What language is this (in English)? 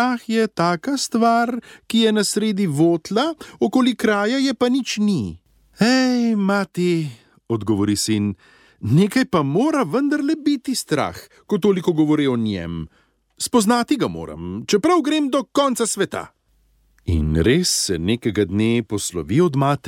Slovenian